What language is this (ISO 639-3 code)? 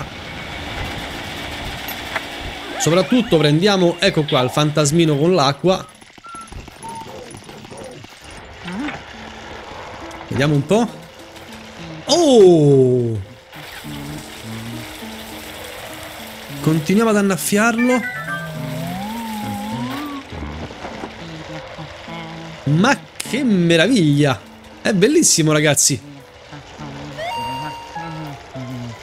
ita